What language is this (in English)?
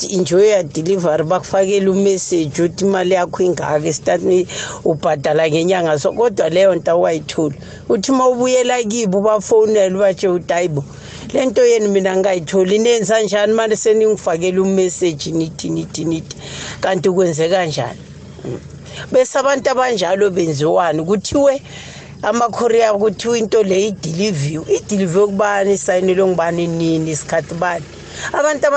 South Ndebele